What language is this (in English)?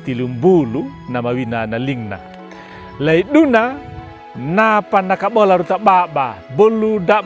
Anakalangu